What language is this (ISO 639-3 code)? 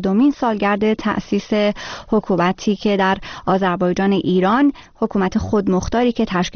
fas